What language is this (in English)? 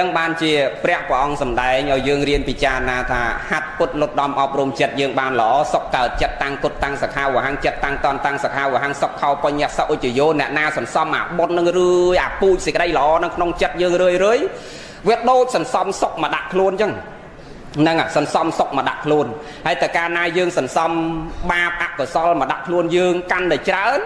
Khmer